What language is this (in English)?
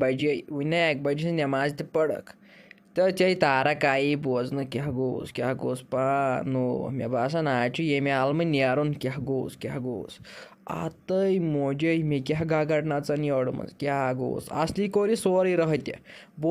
Kashmiri